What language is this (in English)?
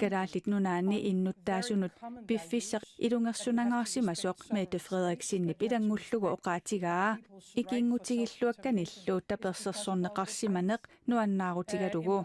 Kalaallisut